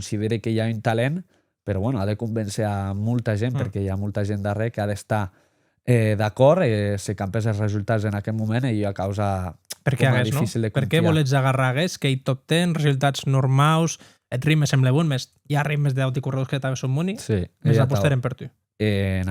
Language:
Occitan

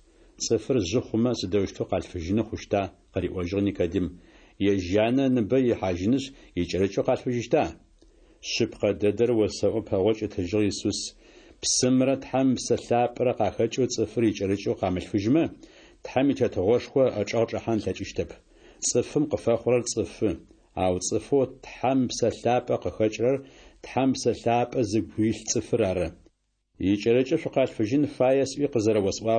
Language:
Adyghe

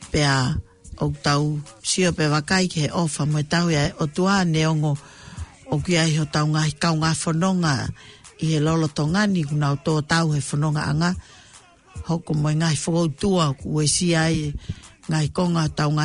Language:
Tongan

